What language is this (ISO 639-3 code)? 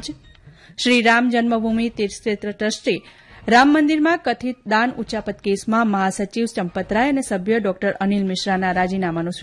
guj